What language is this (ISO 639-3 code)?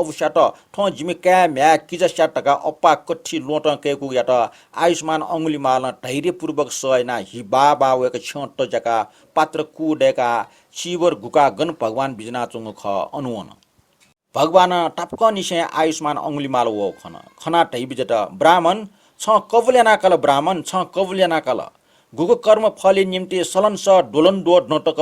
new